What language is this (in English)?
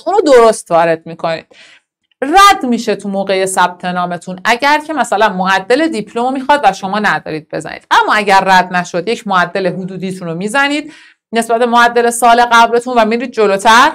Persian